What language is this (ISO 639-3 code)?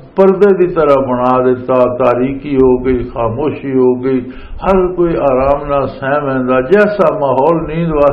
lah